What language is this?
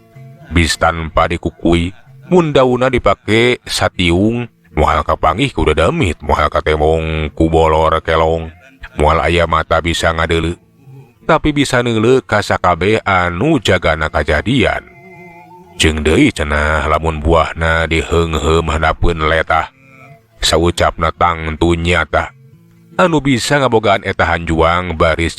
Sundanese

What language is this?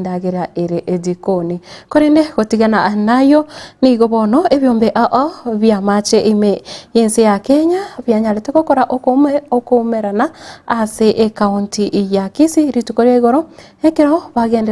Gusii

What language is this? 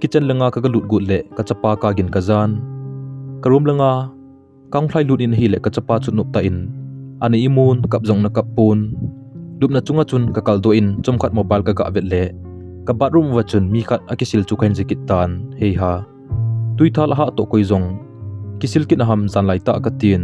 Thado Chin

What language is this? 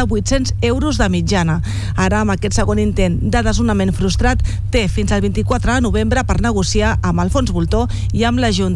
Catalan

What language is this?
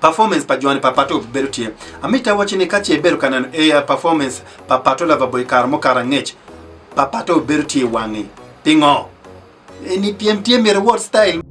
Acoli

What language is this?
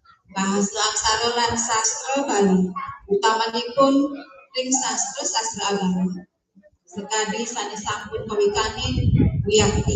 Balinese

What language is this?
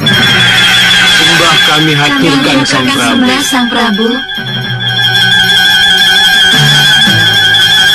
Indonesian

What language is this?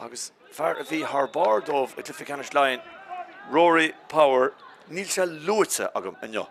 Irish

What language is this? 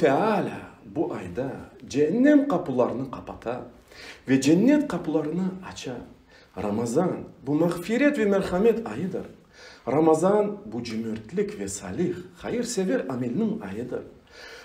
Crimean Tatar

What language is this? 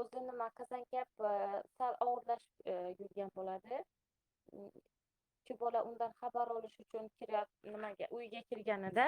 Uzbek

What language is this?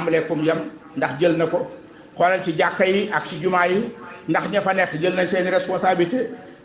Wolof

